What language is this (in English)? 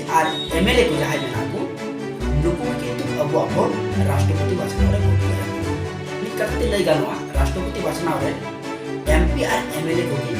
Santali